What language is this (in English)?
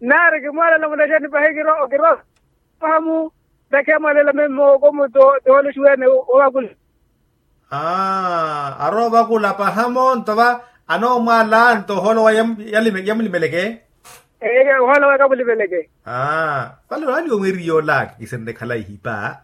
Makhuwa